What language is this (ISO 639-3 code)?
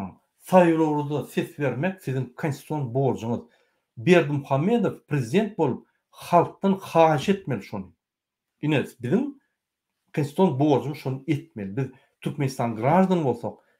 tuk